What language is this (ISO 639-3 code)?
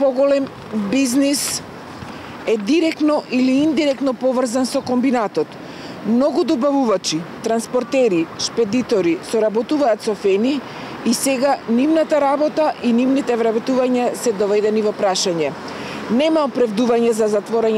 mkd